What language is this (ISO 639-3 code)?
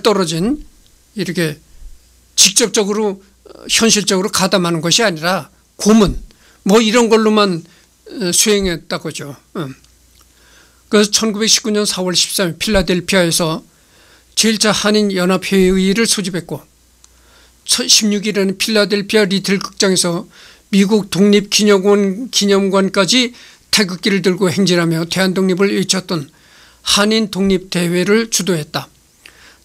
kor